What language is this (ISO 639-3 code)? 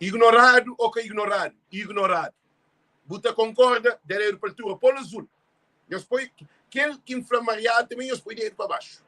kea